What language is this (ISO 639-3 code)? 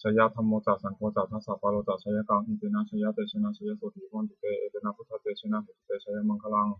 pli